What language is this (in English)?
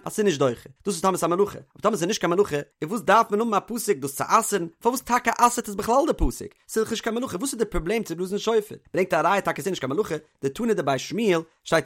Yiddish